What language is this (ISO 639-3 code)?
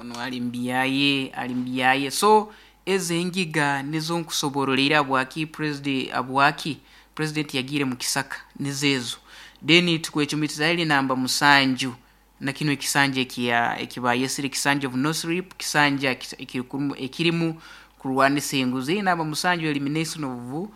nyo